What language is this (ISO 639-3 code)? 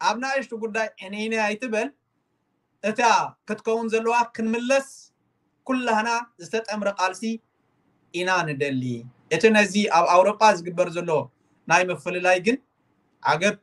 tir